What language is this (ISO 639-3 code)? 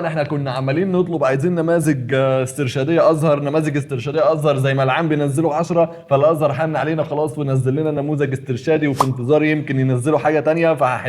arz